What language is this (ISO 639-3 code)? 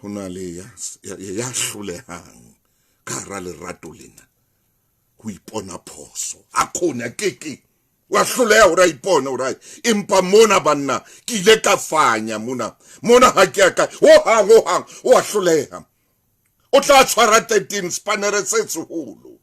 sot